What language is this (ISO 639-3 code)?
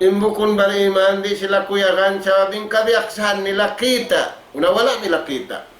tsg